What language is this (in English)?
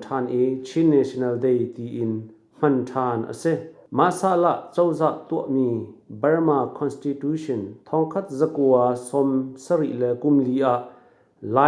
Hakha Chin